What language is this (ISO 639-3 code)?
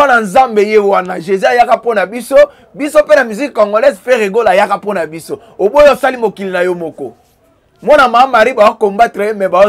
lin